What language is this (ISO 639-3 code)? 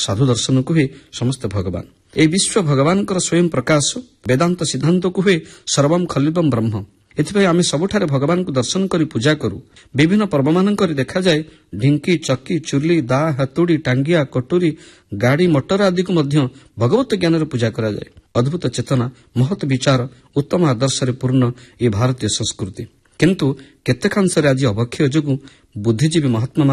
ori